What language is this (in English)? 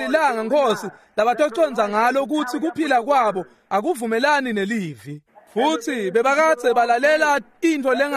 Swati